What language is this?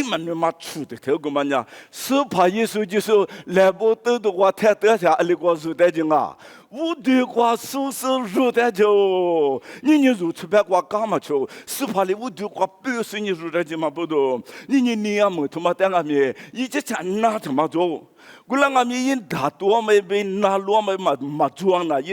Lisu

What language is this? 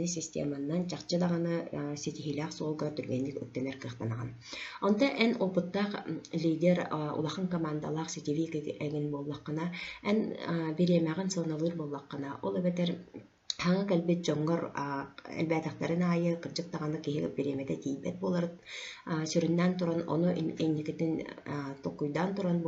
Yakut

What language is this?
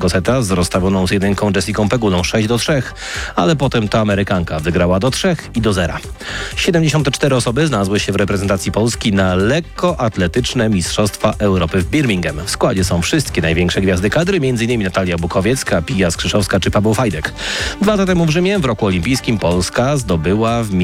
Polish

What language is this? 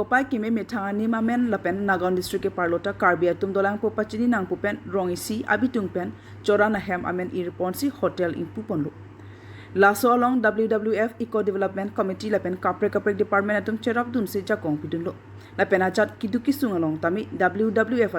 Karbi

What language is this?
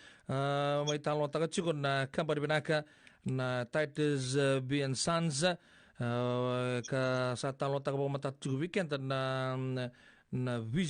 Fijian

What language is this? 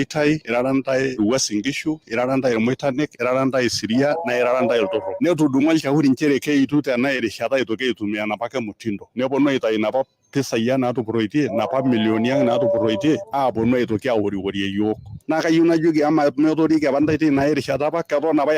Masai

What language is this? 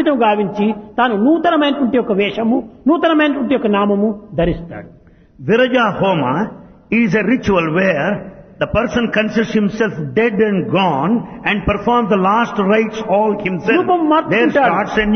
Telugu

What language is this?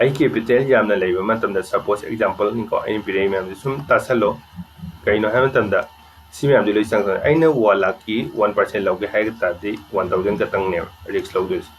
Manipuri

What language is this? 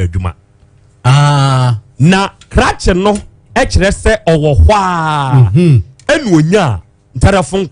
Akan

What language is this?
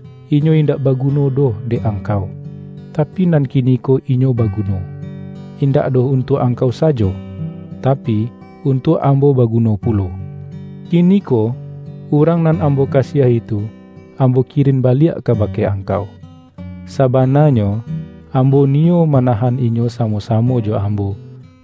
Minangkabau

